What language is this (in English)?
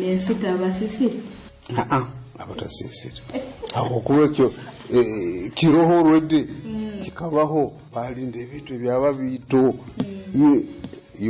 Nyoro